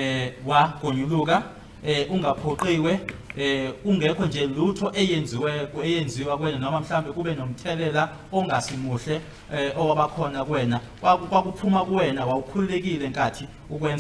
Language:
Zulu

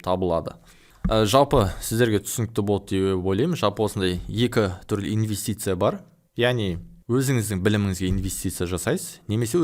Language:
Kazakh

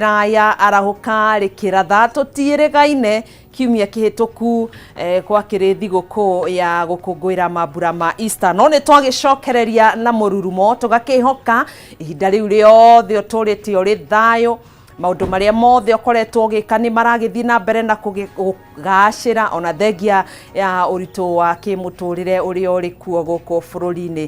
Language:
Kikuyu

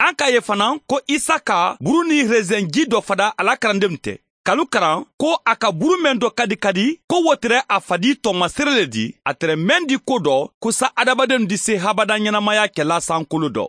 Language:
Mandingo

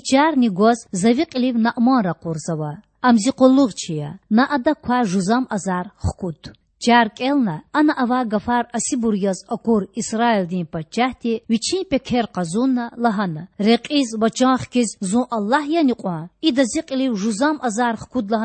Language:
Lezghian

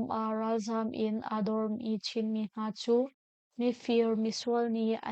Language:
Hakha Chin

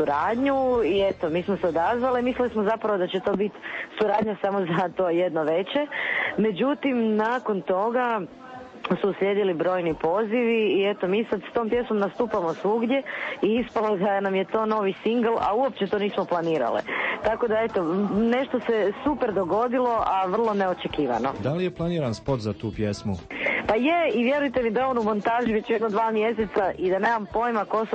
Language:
Croatian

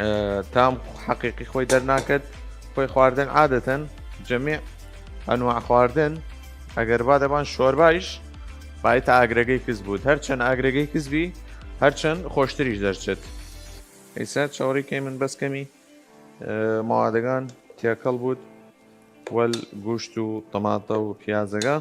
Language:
Southern Kurdish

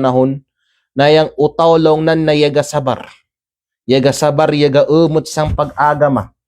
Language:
Kalagan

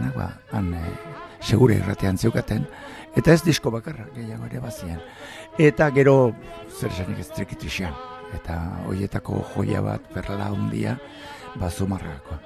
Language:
Basque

